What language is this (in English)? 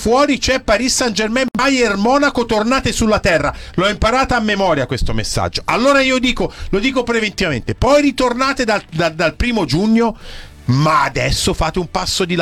Italian